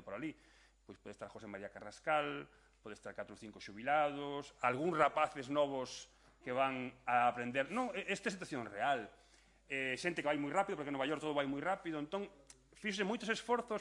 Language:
Galician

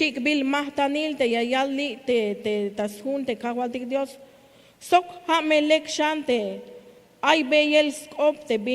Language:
Tzeltal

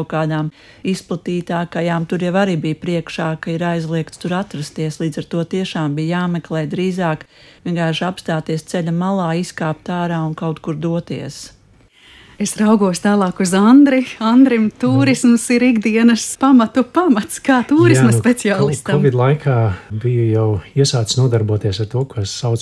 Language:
Latvian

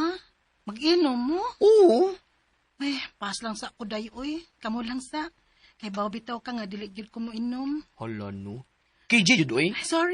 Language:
Cebuano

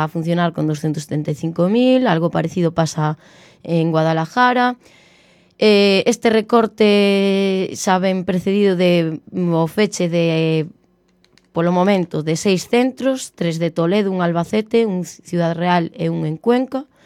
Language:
Galician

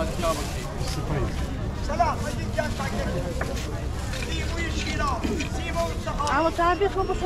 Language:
Persian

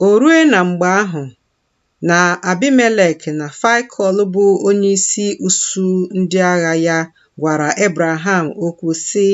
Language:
Igbo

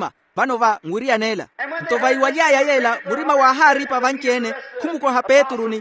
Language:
Makhuwa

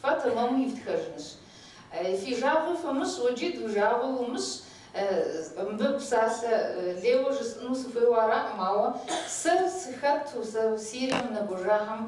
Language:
Kabardian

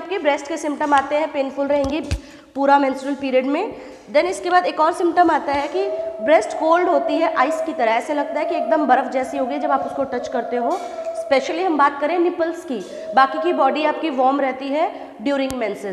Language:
Hindi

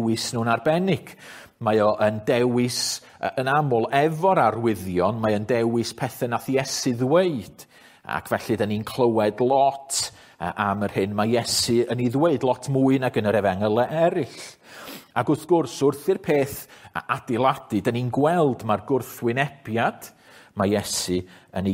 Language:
Welsh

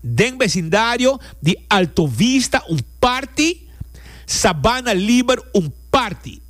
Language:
Papiamento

